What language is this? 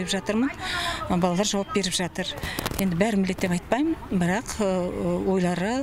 Kazakh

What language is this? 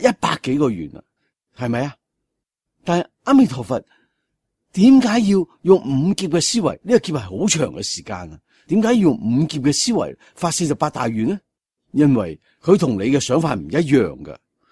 Cantonese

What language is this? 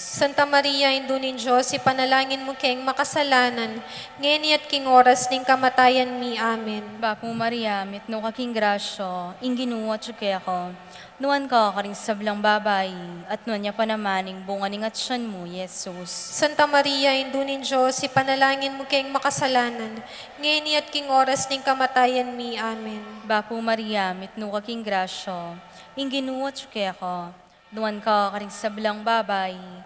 Pampanga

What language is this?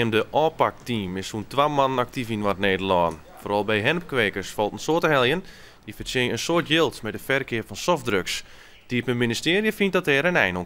Western Frisian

